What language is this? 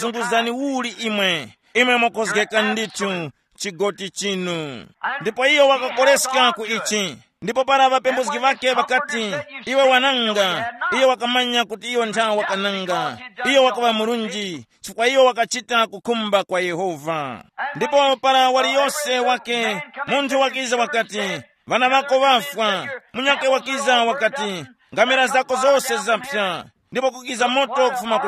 Tumbuka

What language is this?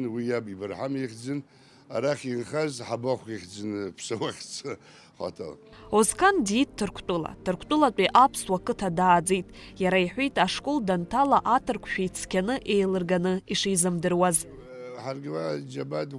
Abkhazian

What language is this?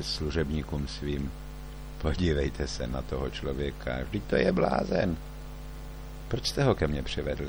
Czech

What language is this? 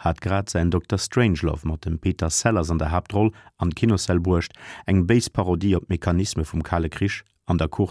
Luxembourgish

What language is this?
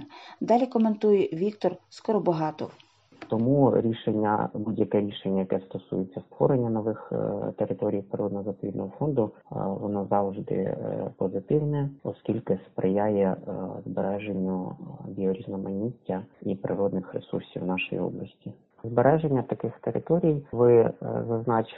Ukrainian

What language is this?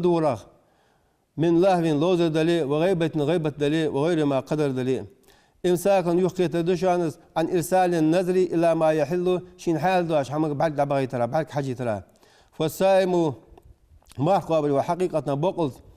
Ingush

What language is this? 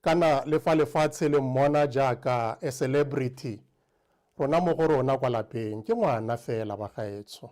Tswana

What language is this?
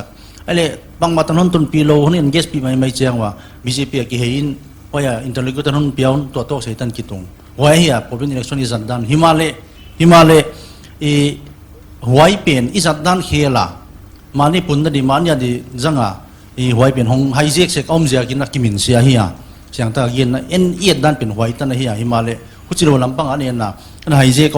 Paite Chin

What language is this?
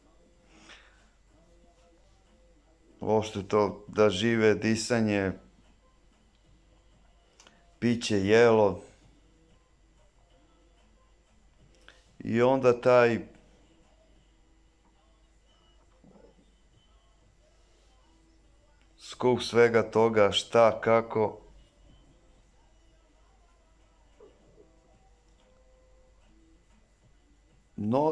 Serbian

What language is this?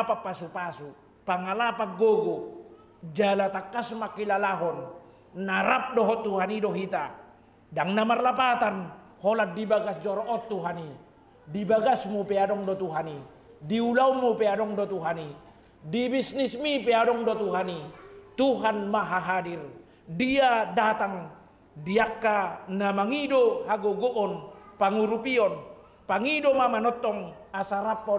Batak Toba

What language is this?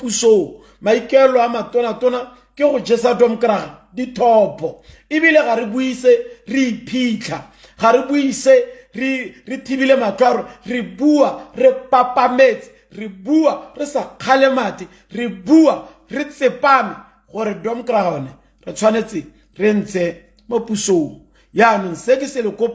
Tswana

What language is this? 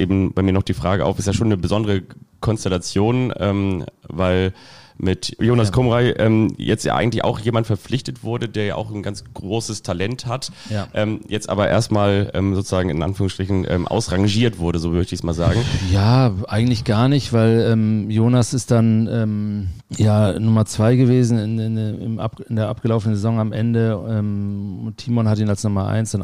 German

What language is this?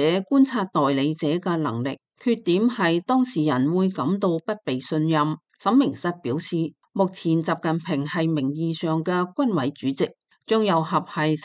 Cantonese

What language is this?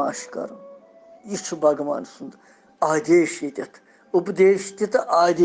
Kashmiri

